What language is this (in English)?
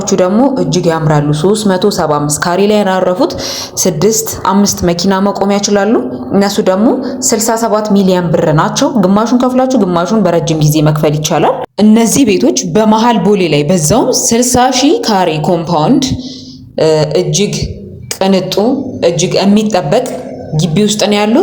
Amharic